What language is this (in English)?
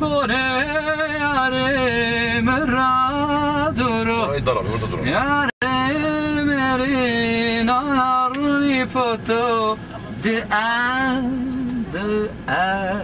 Zaza